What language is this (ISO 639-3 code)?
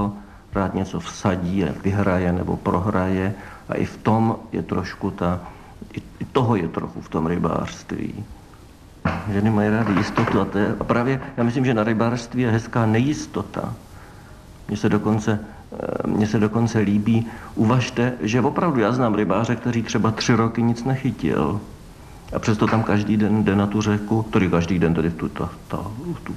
ces